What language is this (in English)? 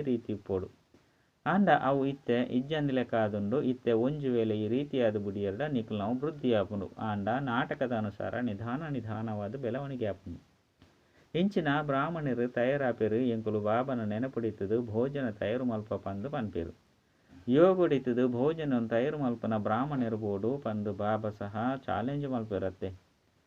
Tulu